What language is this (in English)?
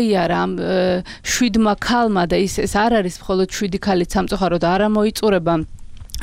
Georgian